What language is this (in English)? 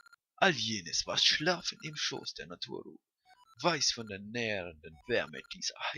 Swiss German